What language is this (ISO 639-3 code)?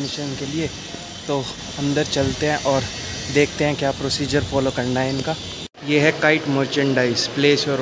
hin